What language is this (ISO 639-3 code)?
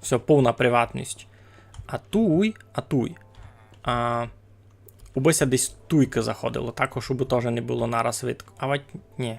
rue